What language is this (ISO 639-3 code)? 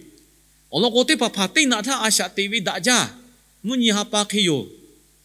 lhu